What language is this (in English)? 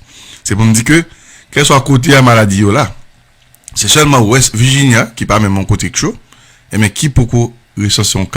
Haitian Creole